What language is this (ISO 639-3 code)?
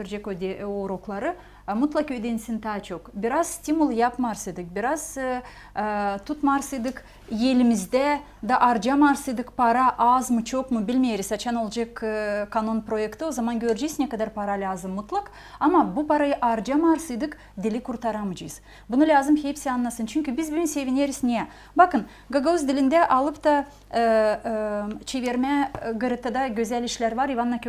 gag